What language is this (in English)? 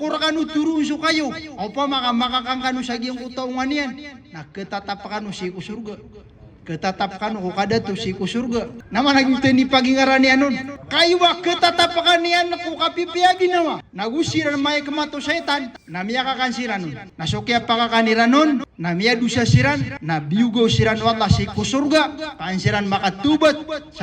Maranao